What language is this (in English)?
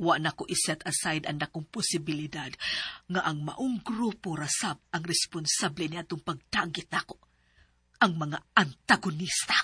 Cebuano